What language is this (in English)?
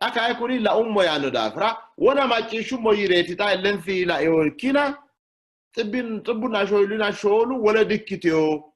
Sidamo